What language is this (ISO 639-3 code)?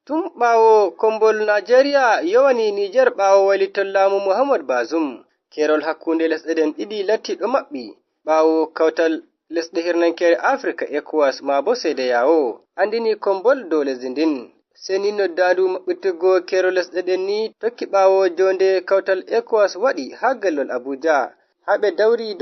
fuv